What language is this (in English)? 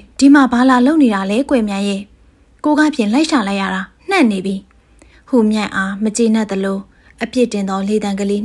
Burmese